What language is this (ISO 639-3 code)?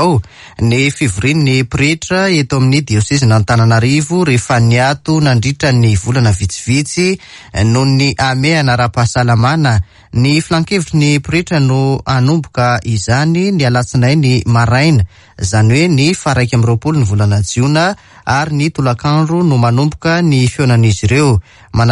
mlg